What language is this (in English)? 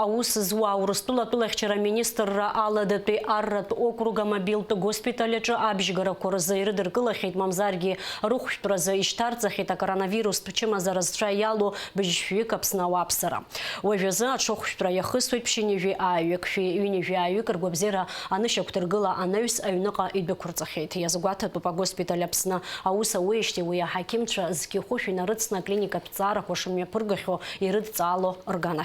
Abkhazian